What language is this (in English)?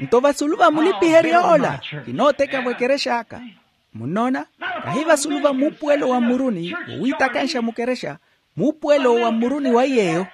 Makhuwa